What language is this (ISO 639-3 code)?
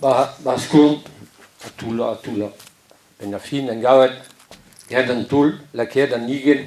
bre